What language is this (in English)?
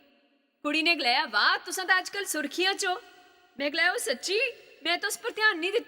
Dogri